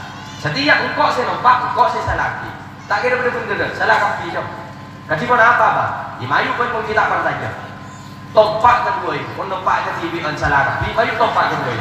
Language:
Madurese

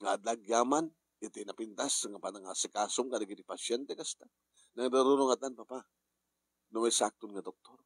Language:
Iloko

